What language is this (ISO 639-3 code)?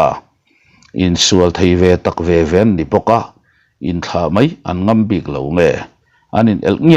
lus